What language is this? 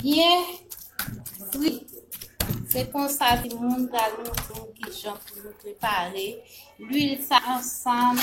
Haitian Creole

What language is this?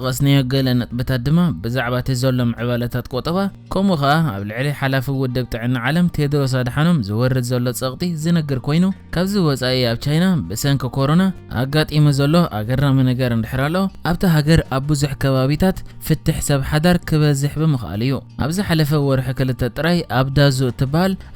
Tigrinya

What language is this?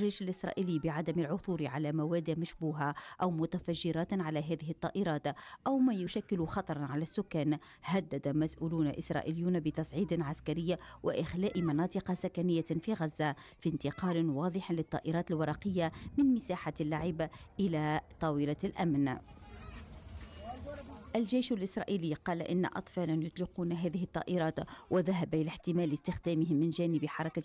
Arabic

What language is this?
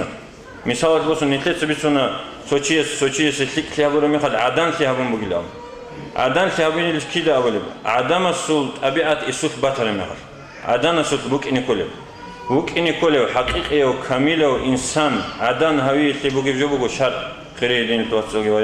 Avaric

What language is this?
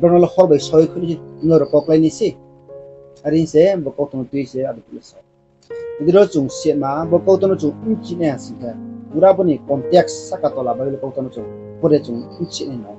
Riang (India)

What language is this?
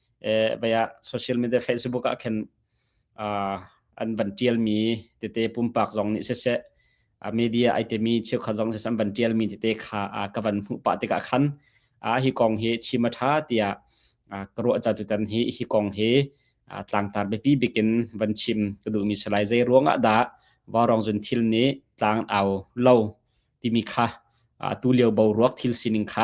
Hakha Chin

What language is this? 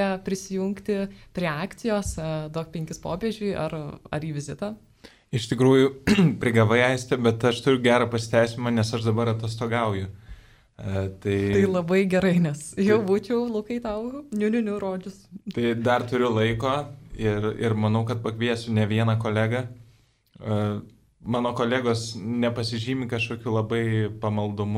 Lithuanian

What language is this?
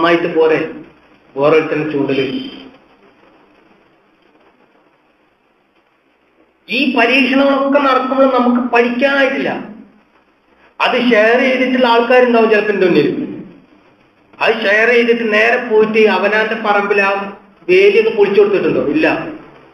Malayalam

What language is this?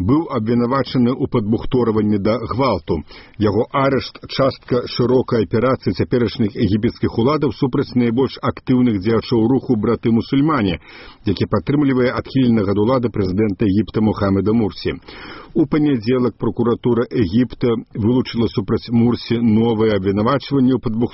Belarusian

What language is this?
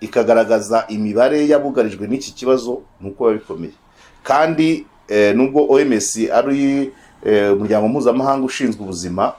Kinyarwanda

